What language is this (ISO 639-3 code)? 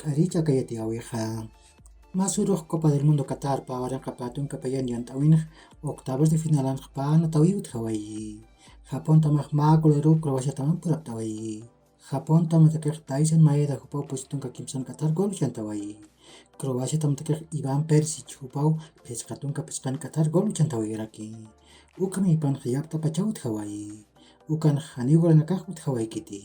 aym